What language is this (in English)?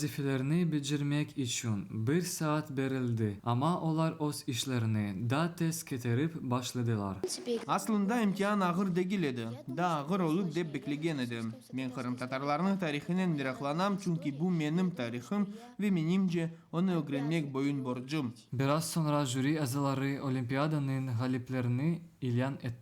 Crimean Tatar